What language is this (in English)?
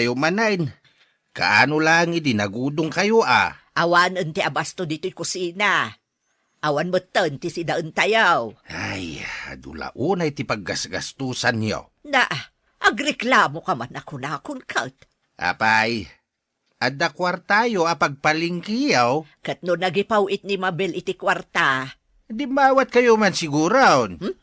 Iloko